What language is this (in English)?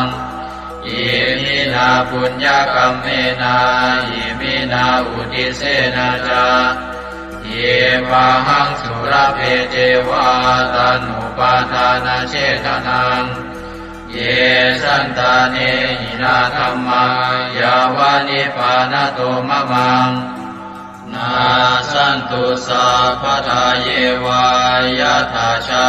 Pali